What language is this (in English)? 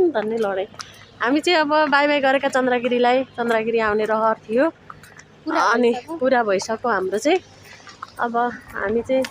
Nepali